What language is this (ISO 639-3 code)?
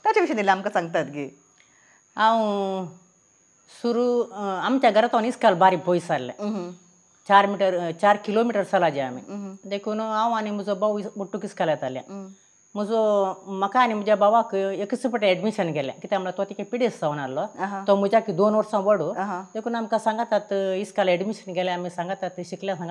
kok